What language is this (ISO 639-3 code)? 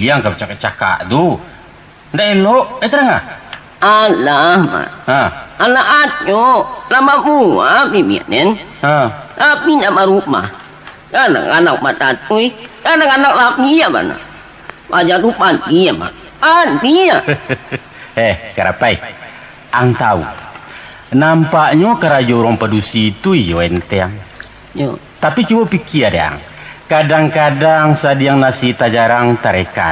min